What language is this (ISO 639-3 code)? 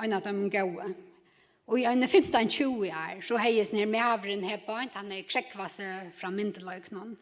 fao